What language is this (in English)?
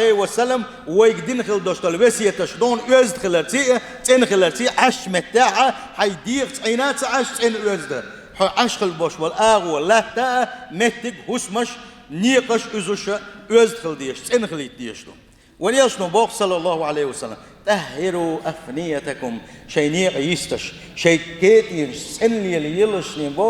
Chechen